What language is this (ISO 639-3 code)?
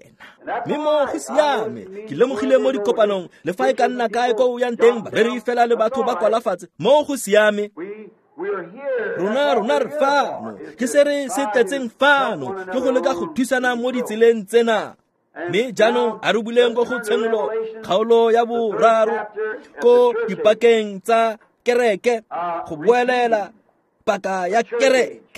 tsn